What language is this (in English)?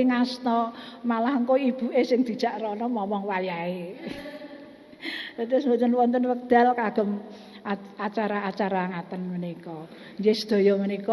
Javanese